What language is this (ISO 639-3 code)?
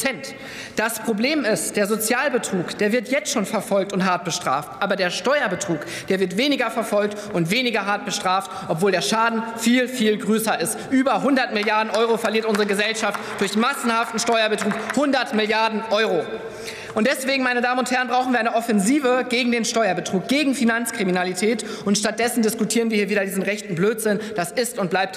deu